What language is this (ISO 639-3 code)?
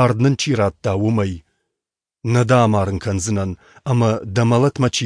oss